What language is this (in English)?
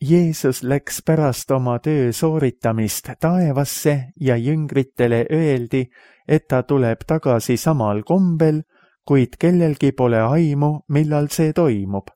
Estonian